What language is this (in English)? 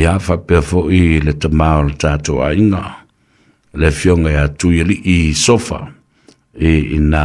Samoan